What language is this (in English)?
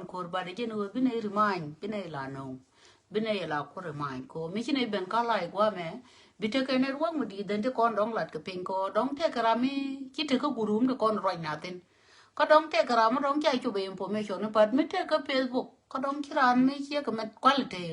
Nuer